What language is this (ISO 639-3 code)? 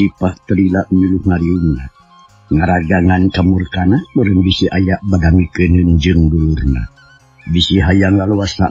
sun